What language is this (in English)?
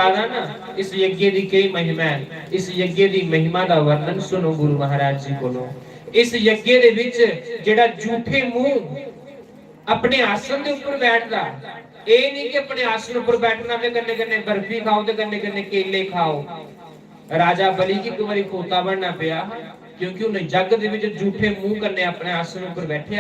Dogri